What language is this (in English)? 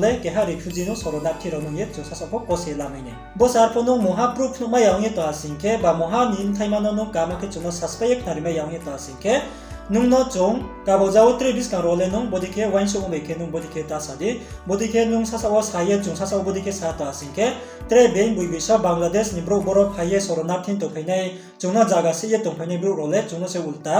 Riang (India)